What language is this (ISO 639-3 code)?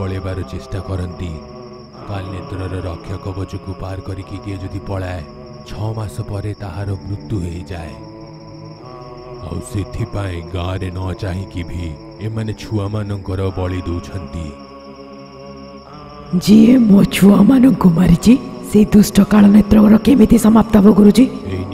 ori